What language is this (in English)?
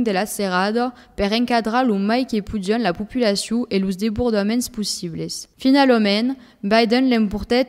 Occitan